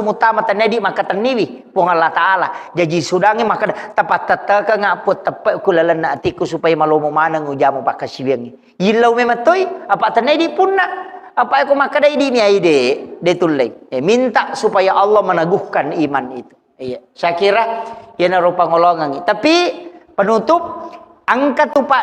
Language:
Buginese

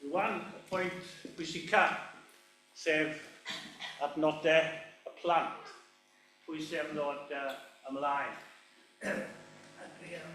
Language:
Welsh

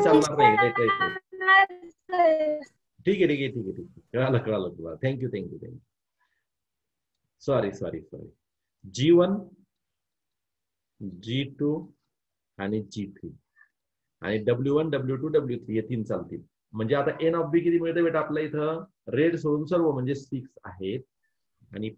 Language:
Marathi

